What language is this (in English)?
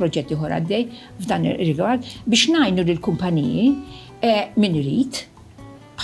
Maltese